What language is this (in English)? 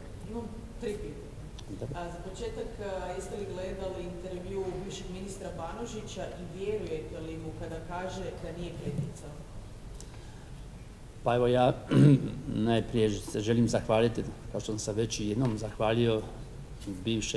Croatian